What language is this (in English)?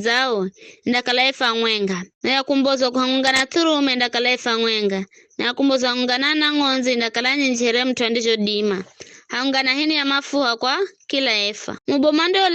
Giryama